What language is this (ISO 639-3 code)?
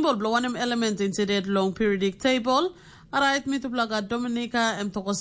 tpi